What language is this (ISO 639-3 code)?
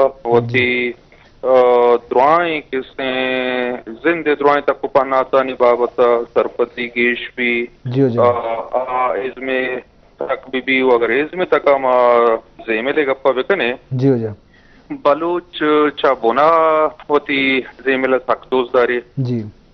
bgp